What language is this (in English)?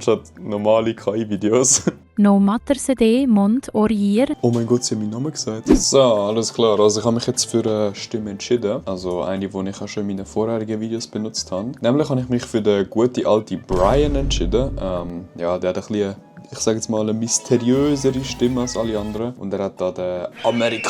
Swiss German